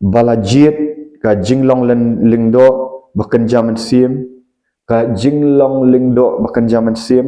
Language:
Khasi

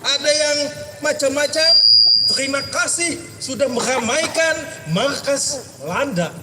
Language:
Banjar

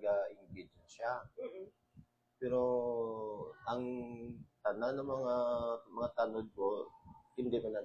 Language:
Filipino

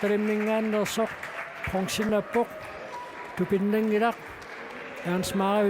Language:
Kalaallisut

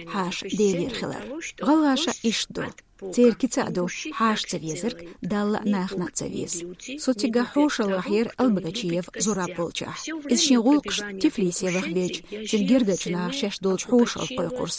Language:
Chechen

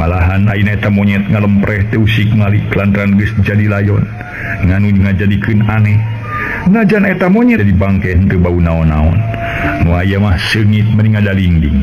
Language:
Sundanese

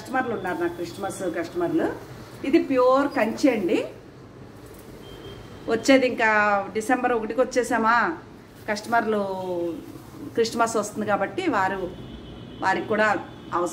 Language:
Telugu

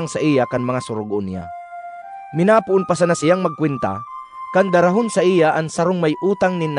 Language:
Bikol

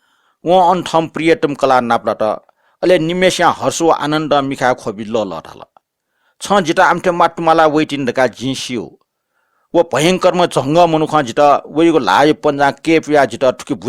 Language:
Newari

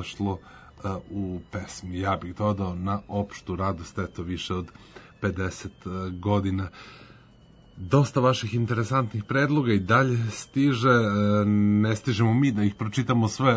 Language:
Serbian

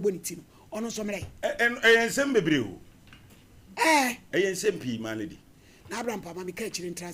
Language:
Akan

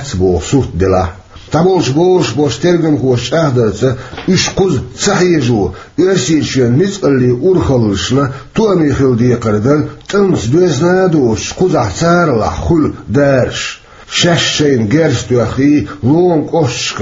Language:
Chechen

